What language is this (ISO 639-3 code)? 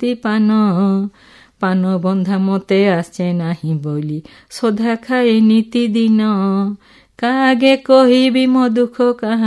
ori